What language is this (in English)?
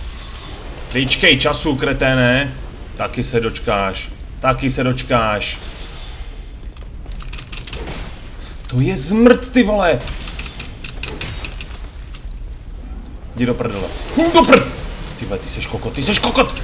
Czech